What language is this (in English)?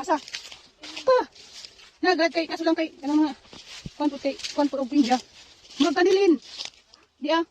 Cebuano